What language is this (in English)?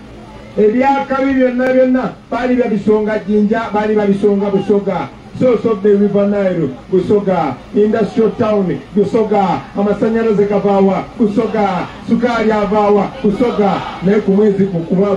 Ganda